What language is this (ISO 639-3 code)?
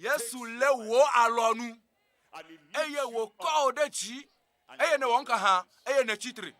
ewe